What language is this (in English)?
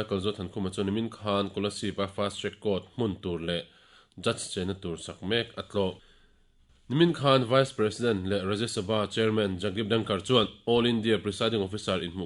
Mizo